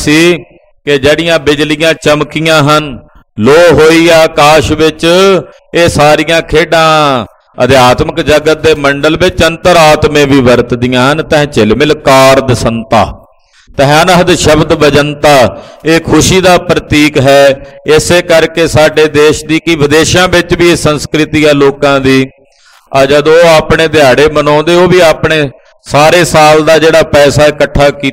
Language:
Punjabi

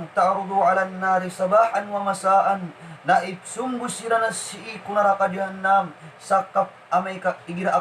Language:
Maranao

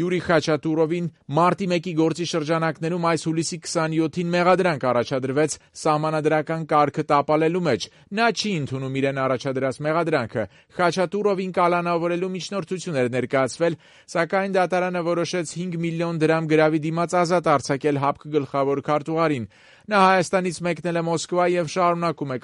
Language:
Armenian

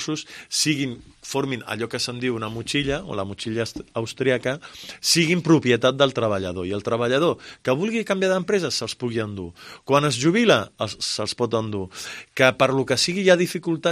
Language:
Catalan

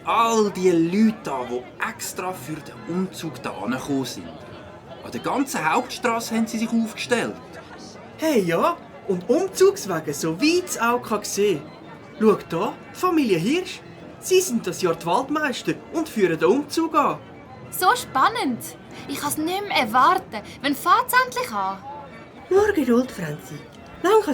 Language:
Swiss German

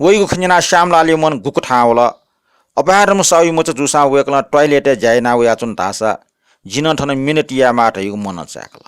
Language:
Newari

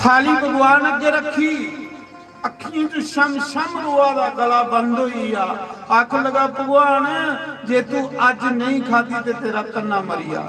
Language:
Dogri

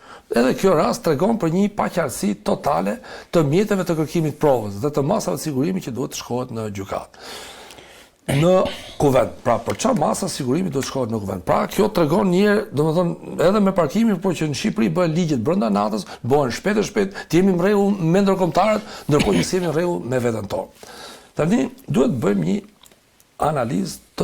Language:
Albanian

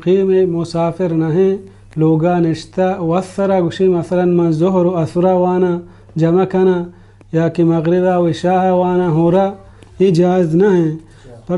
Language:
Baluchi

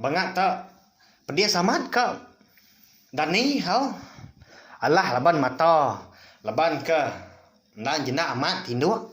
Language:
Iban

